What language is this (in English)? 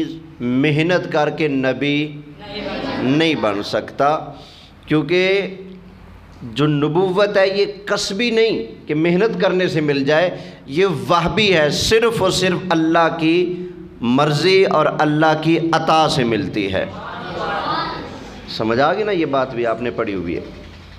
Urdu